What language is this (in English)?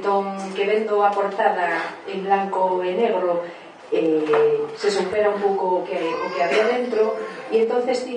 Galician